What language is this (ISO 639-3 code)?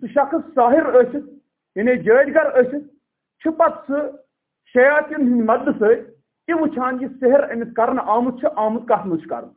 kas